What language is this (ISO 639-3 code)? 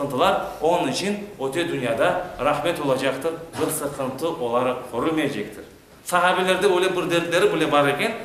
crh